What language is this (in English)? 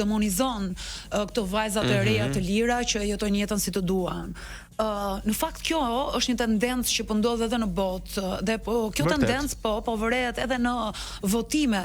Albanian